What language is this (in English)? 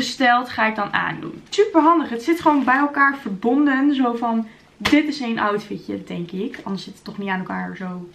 Dutch